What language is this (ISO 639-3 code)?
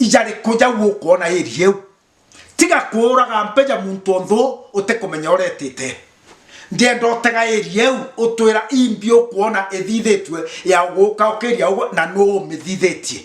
mer